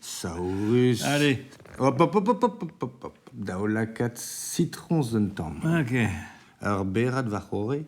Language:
Breton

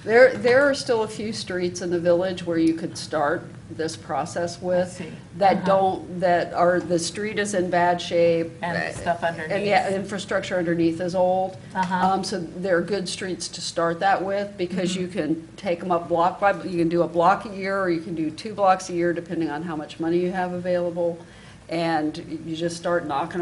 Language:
English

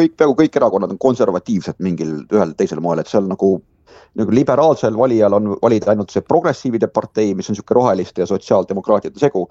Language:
Estonian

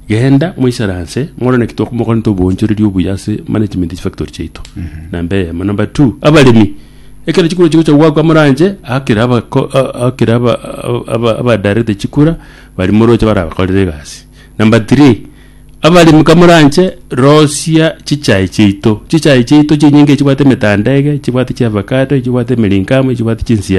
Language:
Gusii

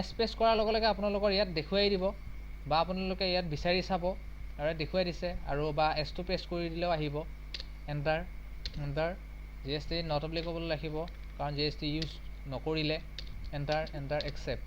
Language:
Assamese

